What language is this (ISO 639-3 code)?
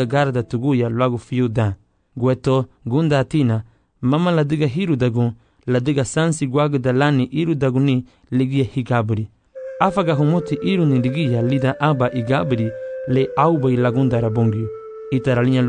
cab